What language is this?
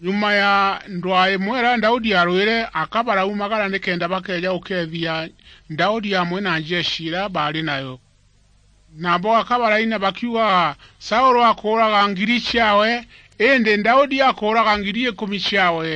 Meru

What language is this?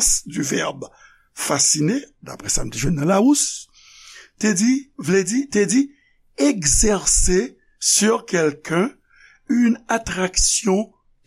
Haitian Creole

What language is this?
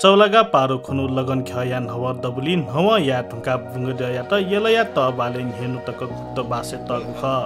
Newari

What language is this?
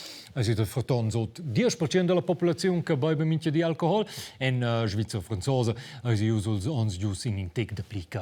Romansh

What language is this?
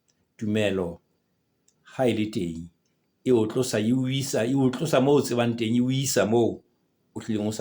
Southern Sotho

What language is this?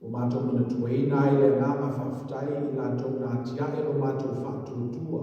Samoan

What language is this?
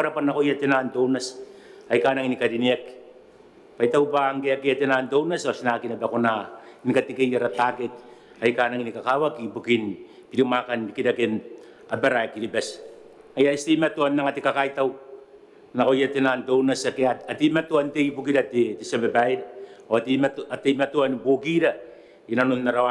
Gilbertese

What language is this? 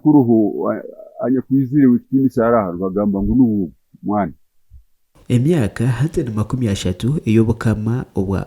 Nyankole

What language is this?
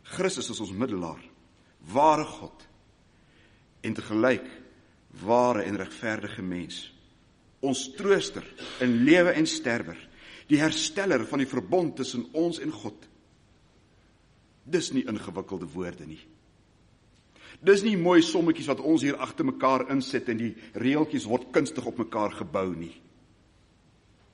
Afrikaans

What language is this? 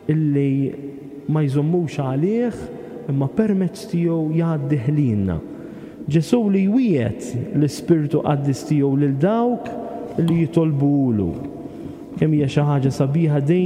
Maltese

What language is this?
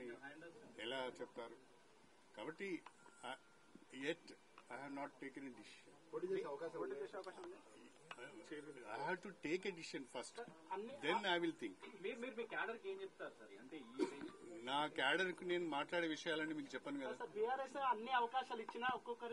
Telugu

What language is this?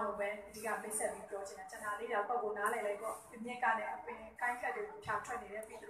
Burmese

